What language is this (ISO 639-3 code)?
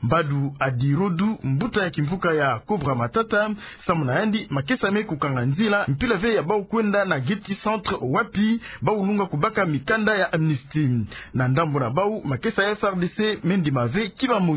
ktu